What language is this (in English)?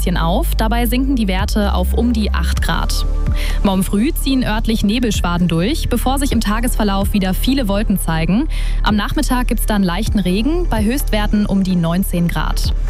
German